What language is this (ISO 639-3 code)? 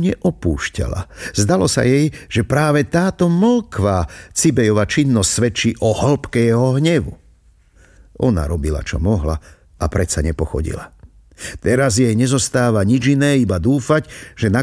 slk